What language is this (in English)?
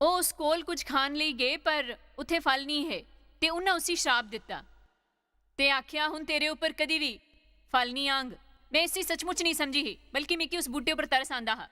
Dogri